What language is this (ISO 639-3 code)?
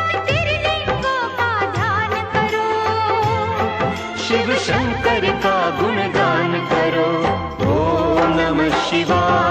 hin